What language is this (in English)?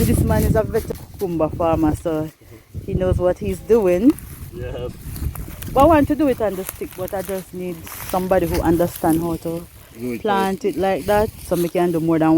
Jamaican Creole English